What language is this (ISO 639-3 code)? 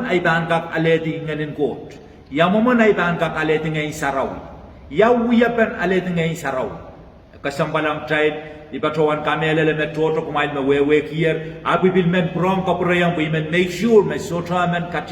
pon